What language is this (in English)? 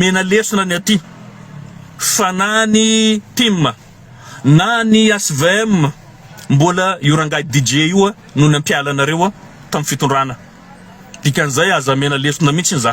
Malagasy